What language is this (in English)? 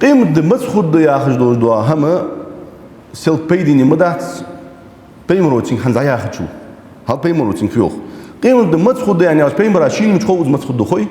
Ingush